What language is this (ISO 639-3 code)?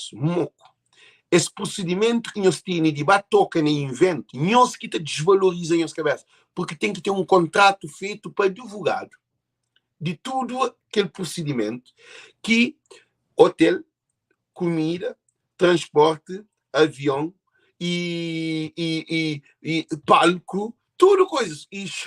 kea